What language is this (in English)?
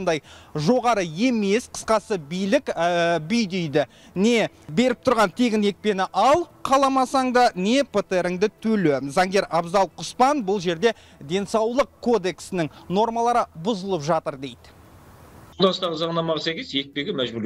Kazakh